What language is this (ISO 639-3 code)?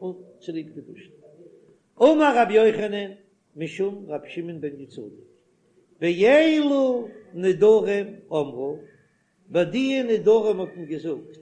yid